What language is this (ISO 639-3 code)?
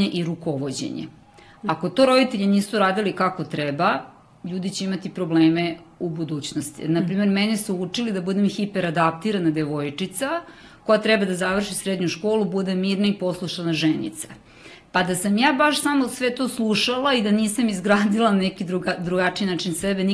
srp